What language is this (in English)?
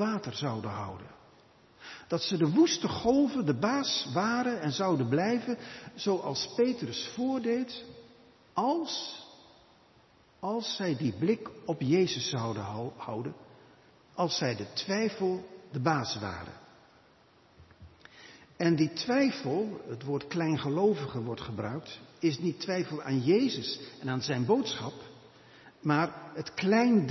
Dutch